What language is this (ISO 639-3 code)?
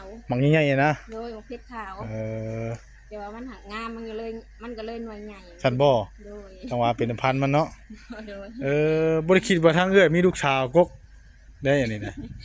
tts